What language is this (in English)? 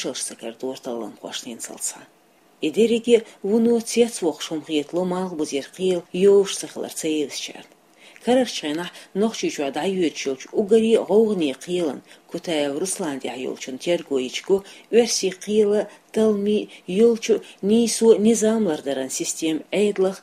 Chechen